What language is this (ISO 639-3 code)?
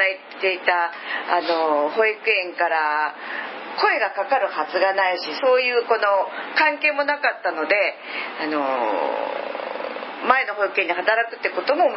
jpn